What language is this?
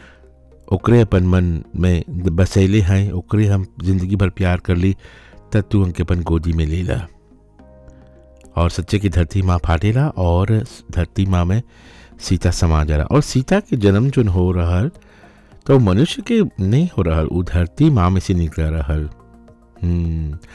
Bhojpuri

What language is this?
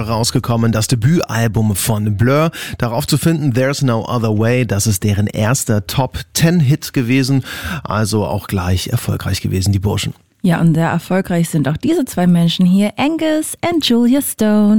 German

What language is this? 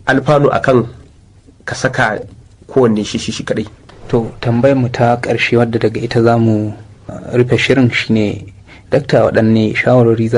Hausa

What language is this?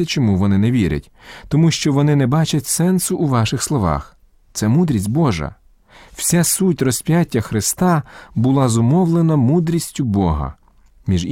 Ukrainian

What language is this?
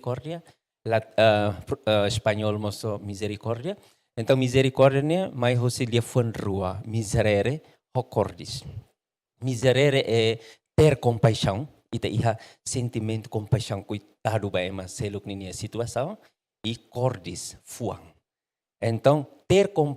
Tetum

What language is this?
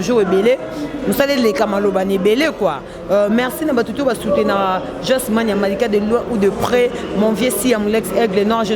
Lingala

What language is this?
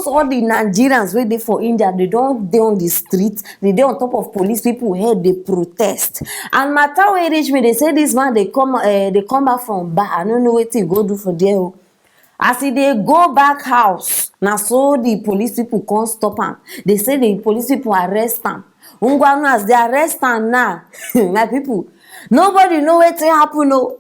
Nigerian Pidgin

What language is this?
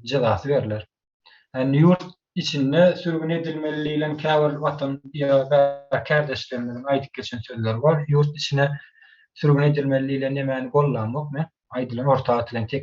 Turkmen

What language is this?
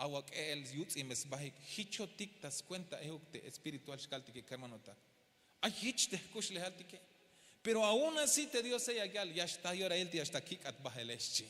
Tzeltal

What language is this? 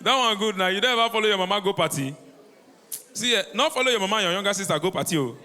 Nigerian Pidgin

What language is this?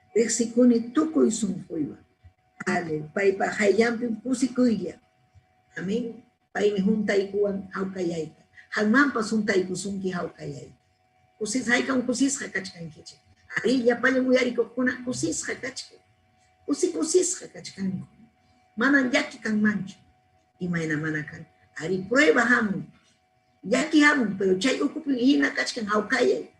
Ayacucho Quechua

